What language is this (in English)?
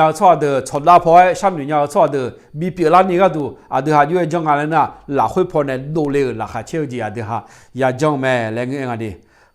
Akha